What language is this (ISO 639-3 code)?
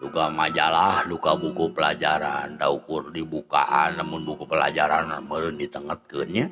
sun